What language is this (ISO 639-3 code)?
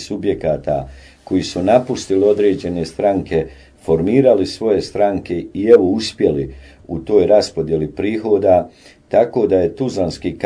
bos